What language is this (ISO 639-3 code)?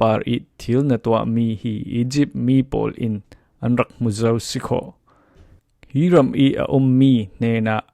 cfm